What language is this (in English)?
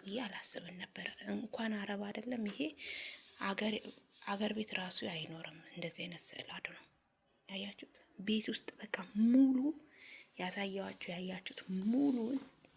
Amharic